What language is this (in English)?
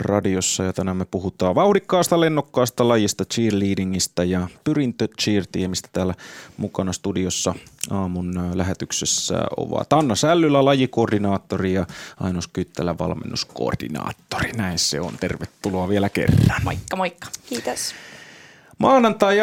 Finnish